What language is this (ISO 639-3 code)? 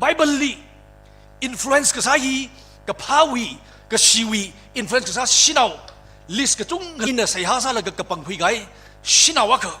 nmf